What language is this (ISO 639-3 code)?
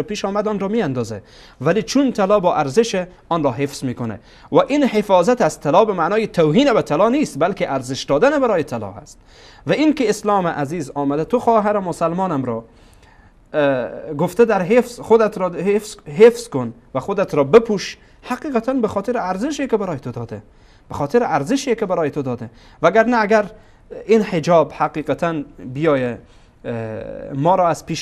fas